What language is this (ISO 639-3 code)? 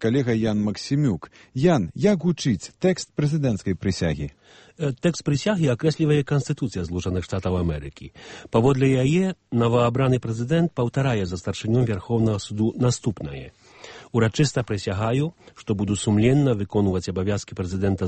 bel